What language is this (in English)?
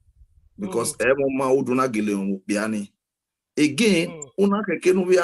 Bini